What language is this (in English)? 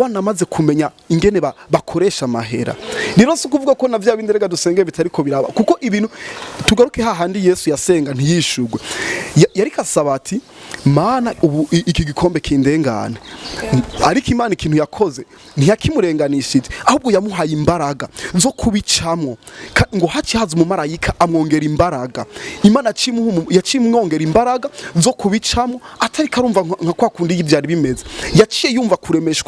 Rundi